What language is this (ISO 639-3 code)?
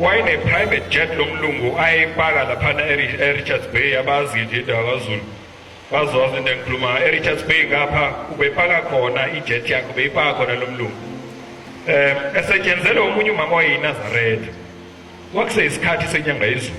zul